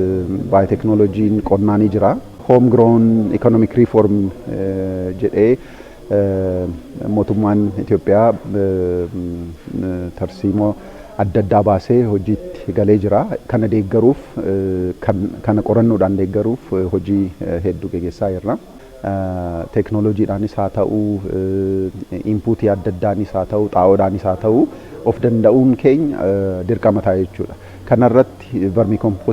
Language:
Oromo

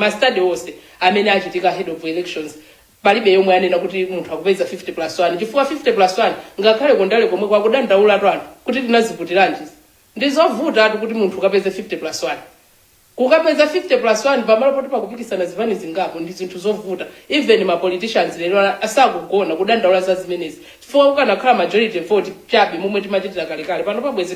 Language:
Nyanja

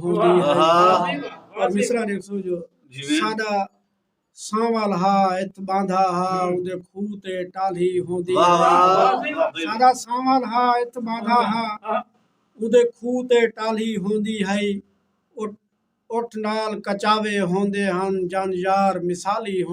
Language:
Saraiki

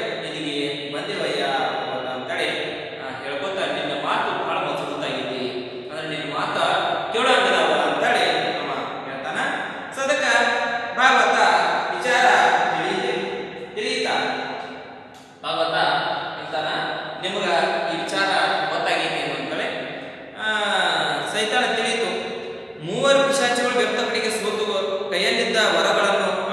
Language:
Kannada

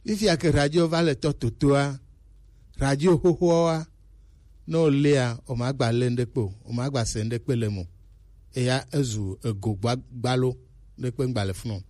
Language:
Gen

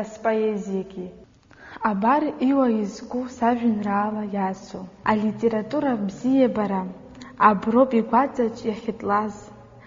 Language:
Abkhazian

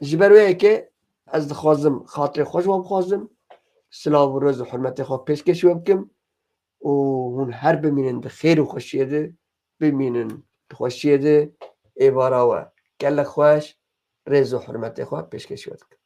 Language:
Kurdish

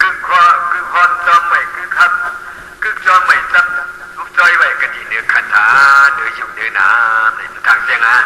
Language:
Shan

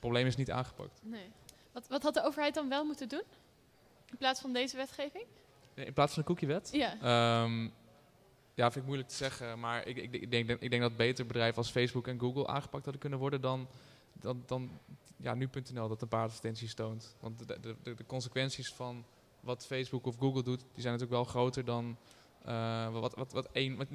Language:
Dutch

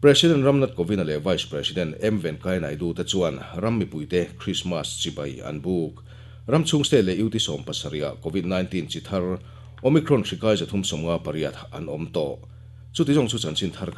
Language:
Mizo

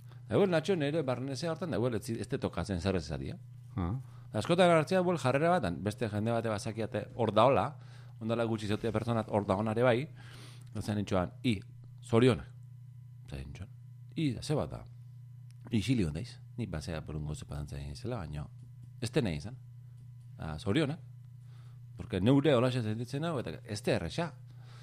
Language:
Basque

